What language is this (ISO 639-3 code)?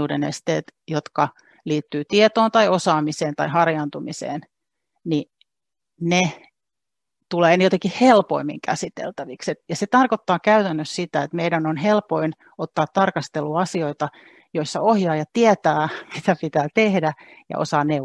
fin